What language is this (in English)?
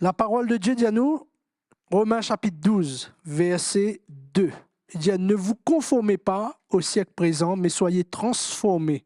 Morisyen